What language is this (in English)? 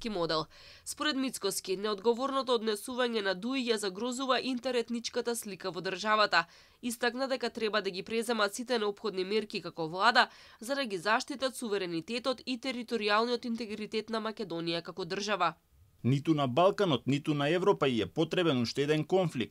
Macedonian